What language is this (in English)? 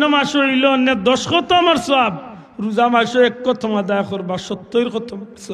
Sylheti